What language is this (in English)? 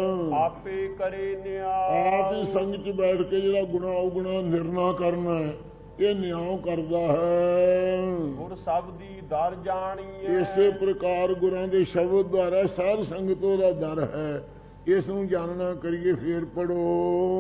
Punjabi